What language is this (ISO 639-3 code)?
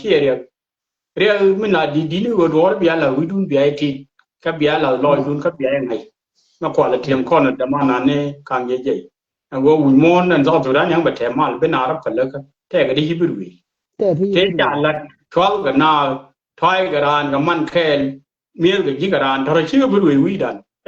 nus